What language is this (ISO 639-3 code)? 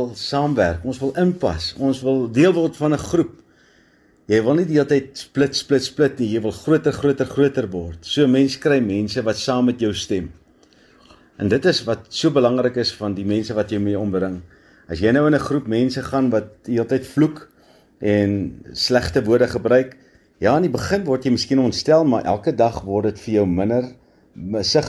afr